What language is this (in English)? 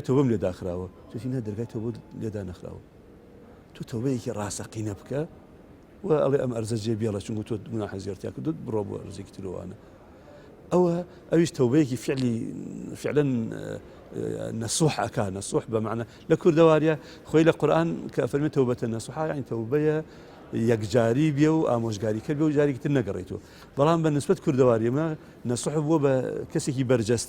Central Kurdish